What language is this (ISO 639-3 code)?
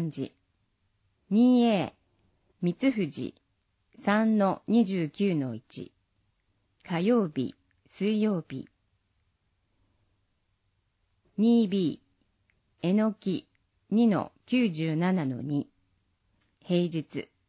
jpn